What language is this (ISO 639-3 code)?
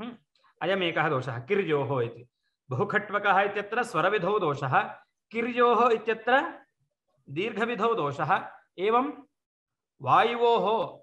san